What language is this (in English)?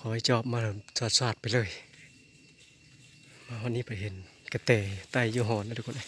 Lao